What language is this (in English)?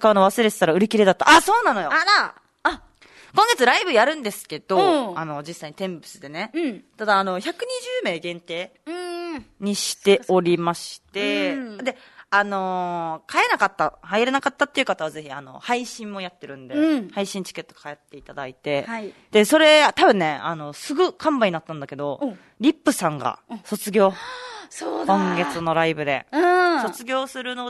Japanese